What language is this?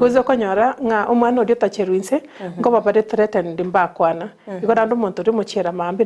Gusii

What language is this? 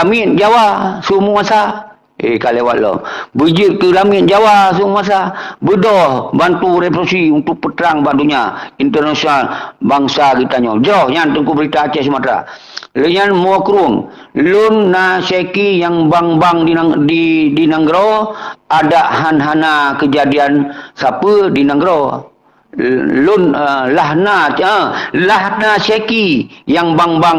Achinese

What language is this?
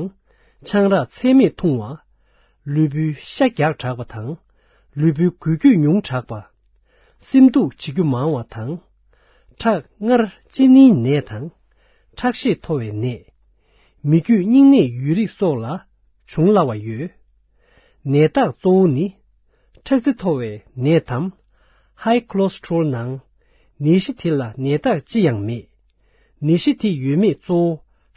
Tibetan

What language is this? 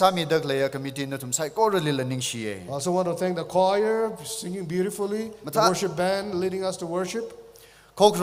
Tangkhul Naga (India)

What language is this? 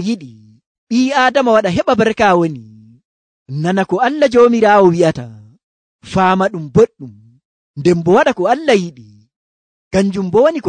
Nigerian Fulfulde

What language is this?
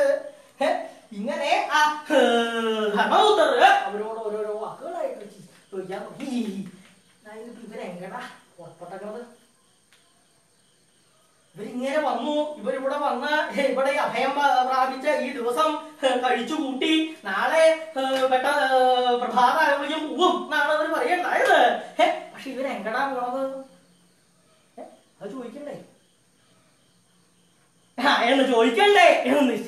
Malayalam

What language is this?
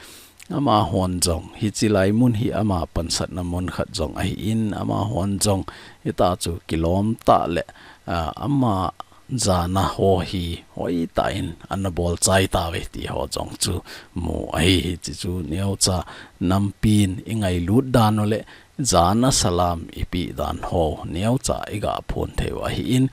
Thado Chin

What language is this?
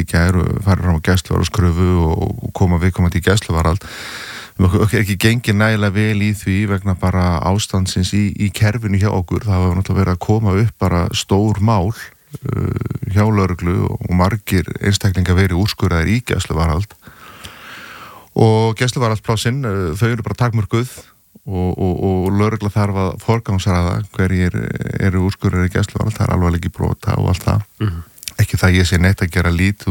Icelandic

